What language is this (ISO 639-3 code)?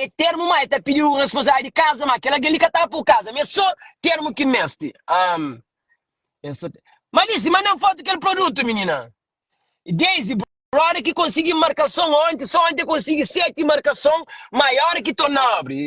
kea